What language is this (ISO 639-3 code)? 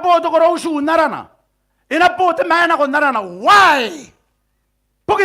gil